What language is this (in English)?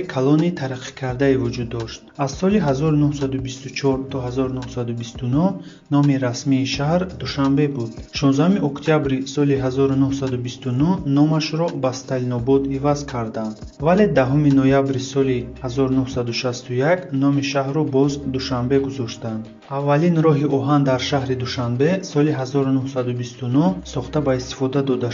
Tajik